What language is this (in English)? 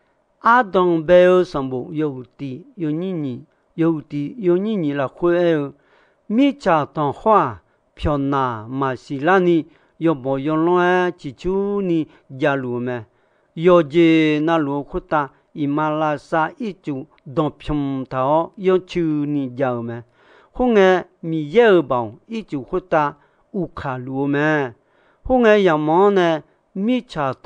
Akha